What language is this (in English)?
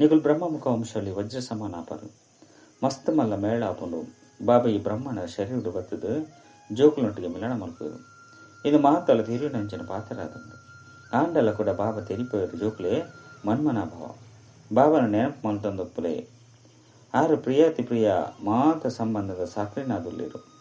Tulu